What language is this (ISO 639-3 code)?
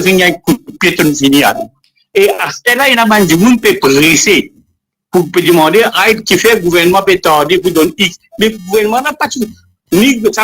mfe